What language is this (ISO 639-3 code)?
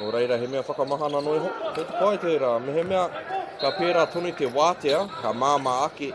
mri